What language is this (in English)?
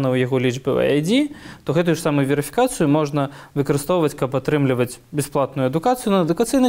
Belarusian